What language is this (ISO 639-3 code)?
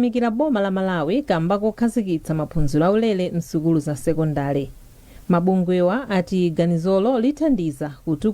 nya